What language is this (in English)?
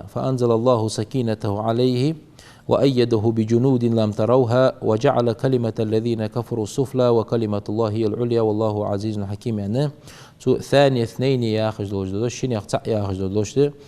Ingush